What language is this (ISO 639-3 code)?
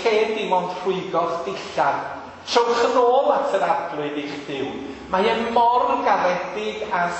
cym